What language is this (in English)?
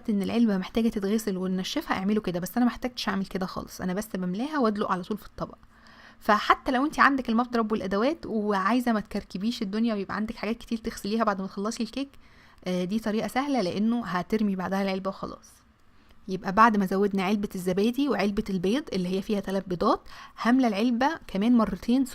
Egyptian Arabic